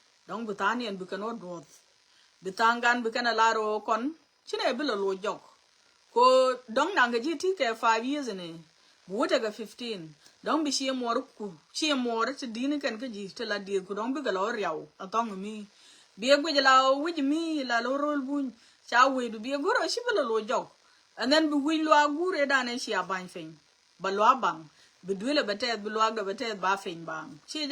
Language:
Nuer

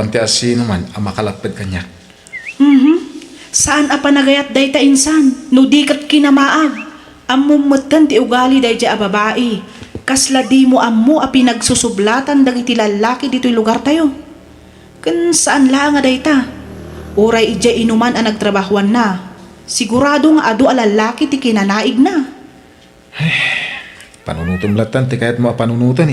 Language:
Iloko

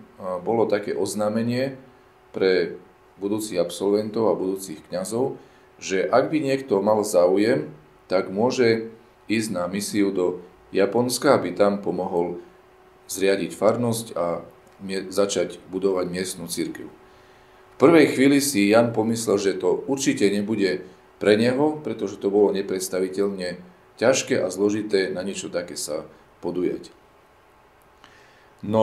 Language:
Slovak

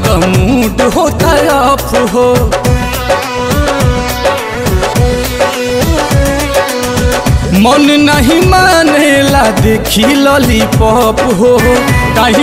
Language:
Bhojpuri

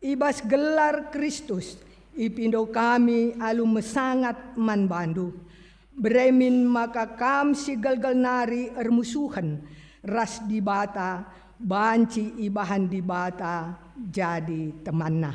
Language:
Batak Karo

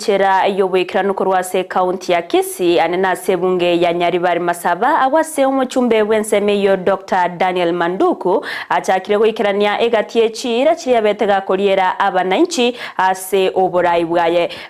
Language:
Gusii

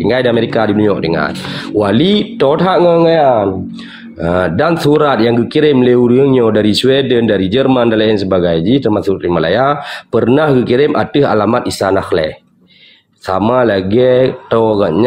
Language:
Achinese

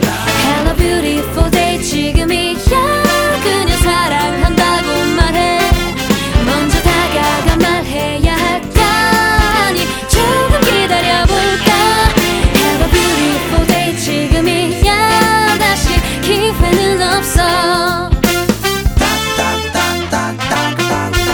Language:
Korean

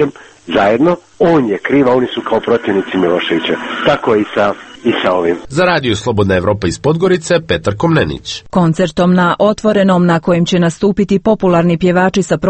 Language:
Serbian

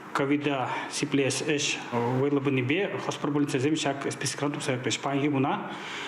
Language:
Chuvash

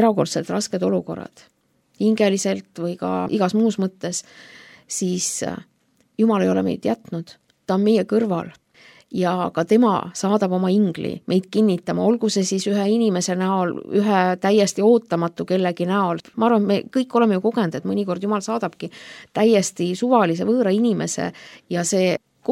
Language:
Estonian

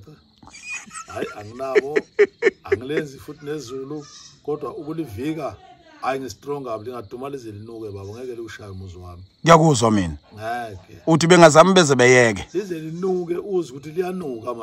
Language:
Zulu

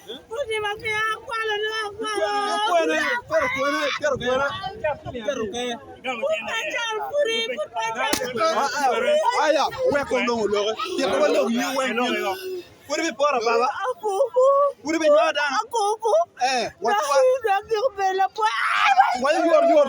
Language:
Acoli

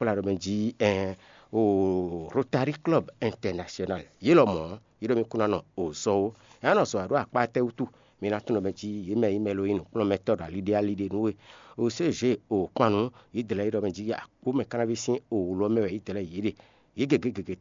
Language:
Fon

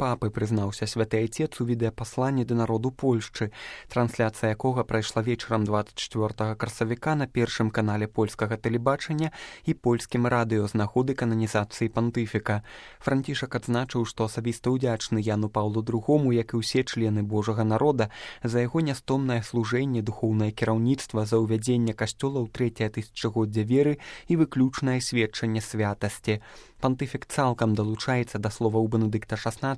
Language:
Belarusian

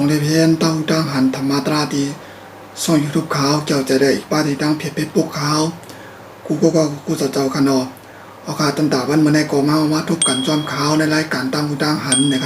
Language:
Shan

